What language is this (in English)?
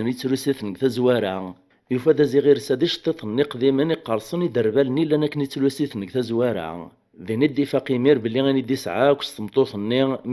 Kabyle